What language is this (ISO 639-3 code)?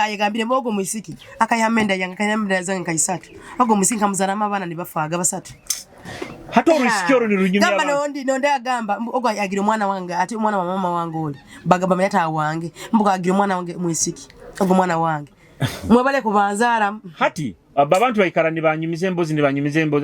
nyo